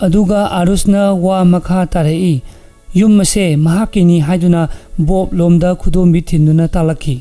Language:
Manipuri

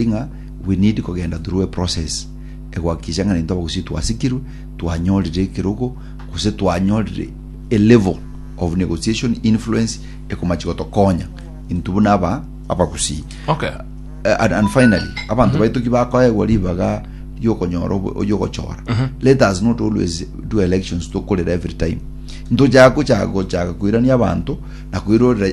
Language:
Gusii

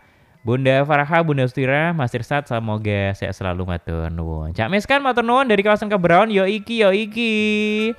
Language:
Indonesian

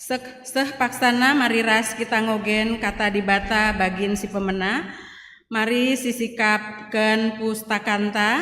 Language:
Batak Karo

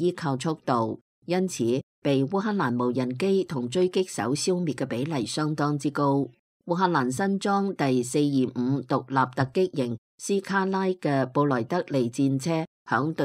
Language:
Cantonese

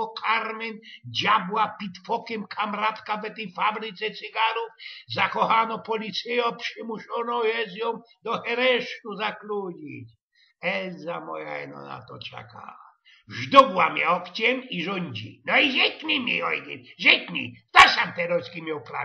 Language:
Silesian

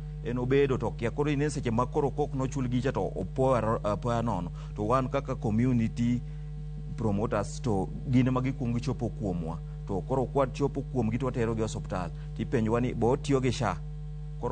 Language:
Luo (Kenya and Tanzania)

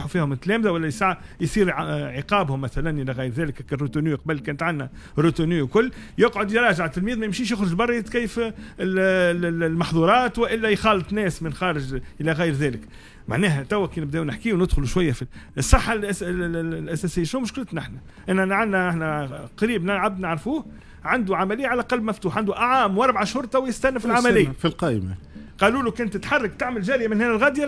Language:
Tunisian Arabic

